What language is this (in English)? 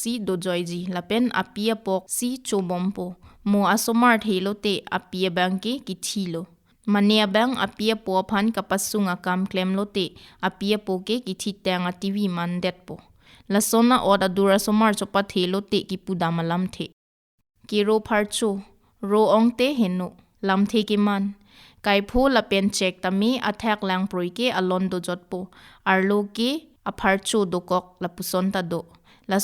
Karbi